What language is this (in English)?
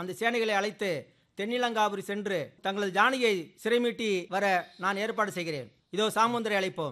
Tamil